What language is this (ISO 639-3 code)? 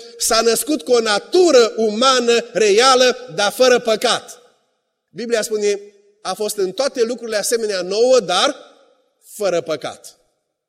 ron